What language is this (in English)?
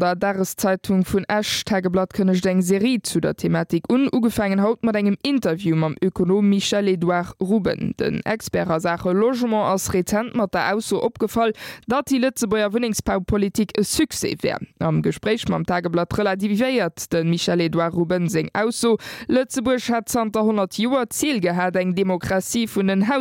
Luxembourgish